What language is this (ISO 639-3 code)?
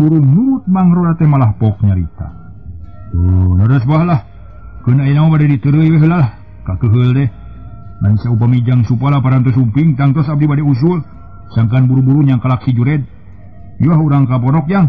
sun